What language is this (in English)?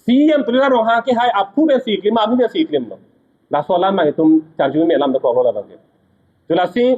Karbi